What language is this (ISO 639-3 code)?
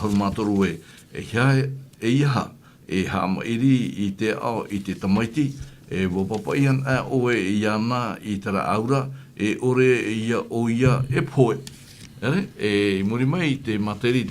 tah